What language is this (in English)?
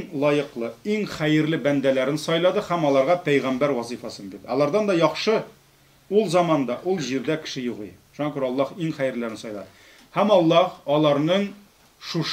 Tatar